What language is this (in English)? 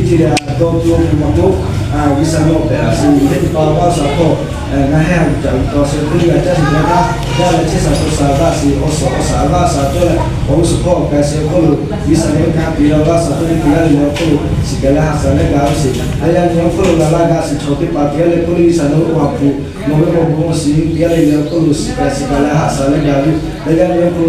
Lahu